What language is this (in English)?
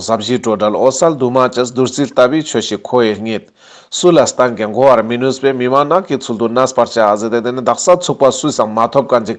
Ladakhi